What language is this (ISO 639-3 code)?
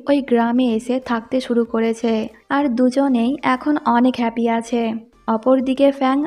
ben